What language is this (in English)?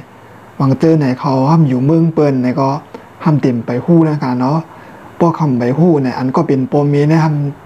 Shan